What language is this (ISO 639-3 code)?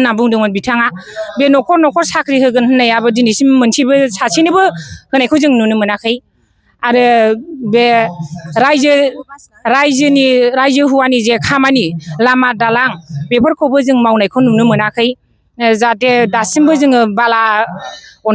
brx